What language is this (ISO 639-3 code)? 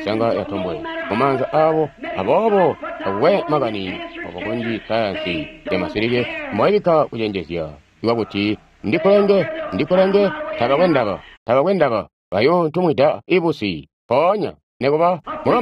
toi